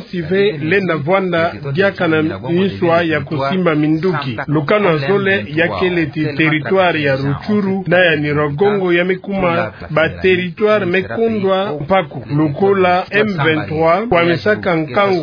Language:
Kituba (Democratic Republic of Congo)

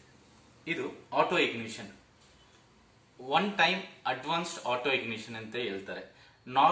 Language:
Kannada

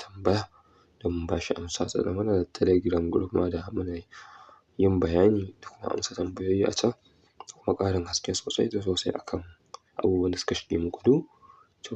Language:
Hausa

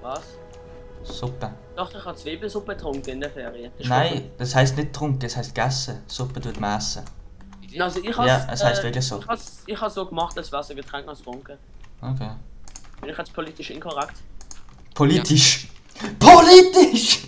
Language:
Swiss German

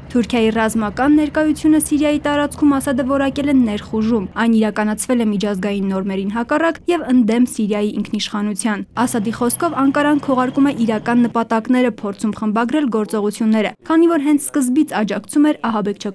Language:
Armenian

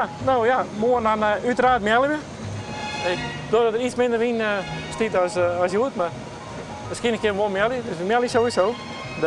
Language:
Western Frisian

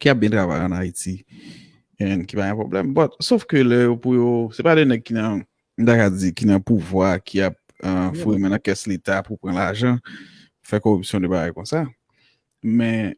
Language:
Haitian Creole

